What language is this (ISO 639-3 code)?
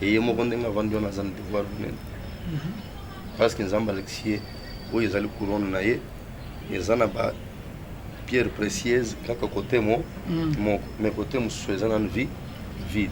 lin